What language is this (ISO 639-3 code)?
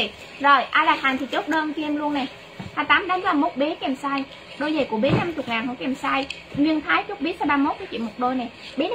vie